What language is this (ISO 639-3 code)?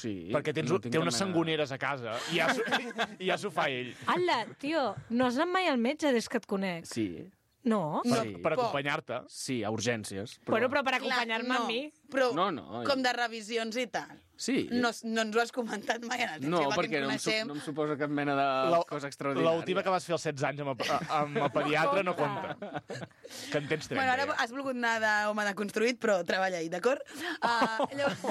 cat